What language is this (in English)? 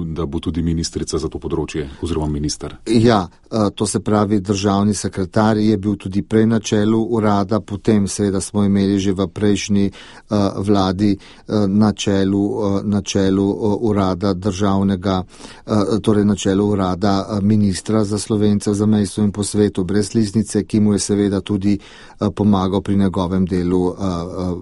Slovenian